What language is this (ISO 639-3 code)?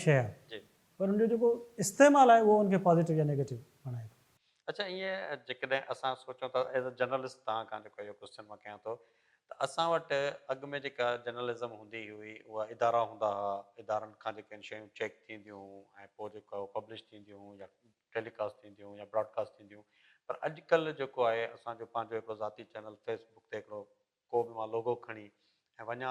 snd